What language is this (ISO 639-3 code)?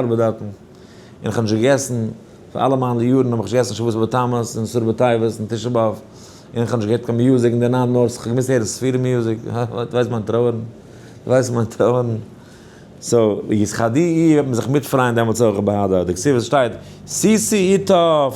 yid